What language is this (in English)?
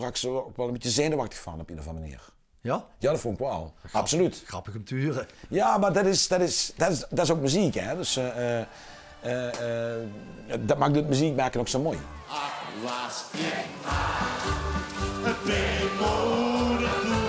Limburgish